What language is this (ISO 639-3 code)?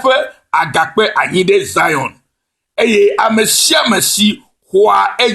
ewe